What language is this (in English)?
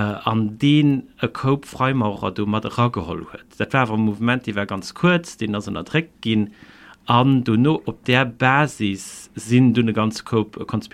Luxembourgish